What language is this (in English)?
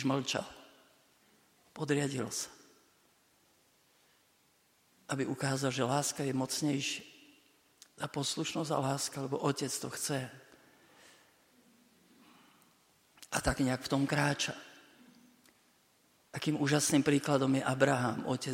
Slovak